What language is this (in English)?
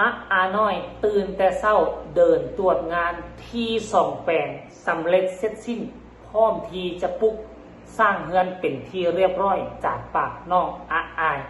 Northeastern Thai